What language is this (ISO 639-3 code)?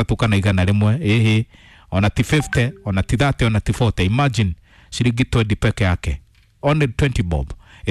kik